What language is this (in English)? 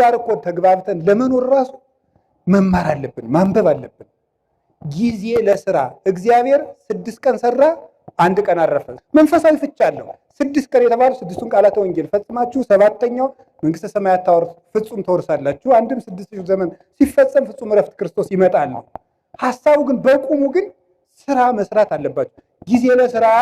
Amharic